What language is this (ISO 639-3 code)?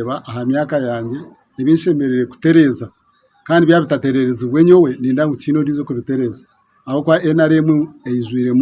nyn